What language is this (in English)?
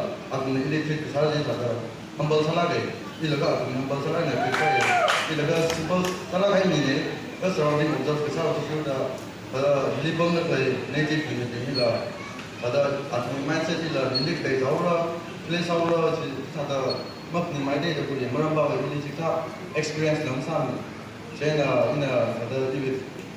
Tangkhul Naga (India)